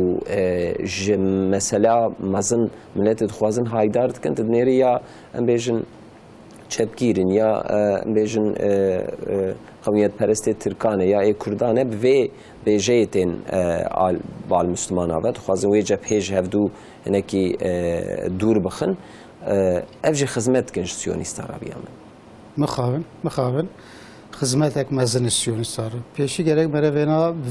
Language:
Kurdish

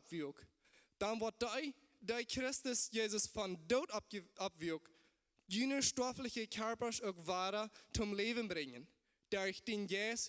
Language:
Plautdietsch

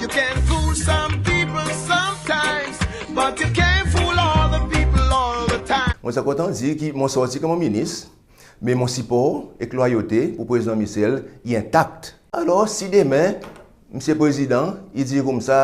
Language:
Seselwa Creole French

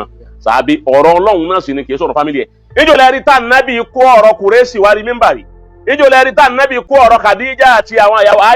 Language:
Yoruba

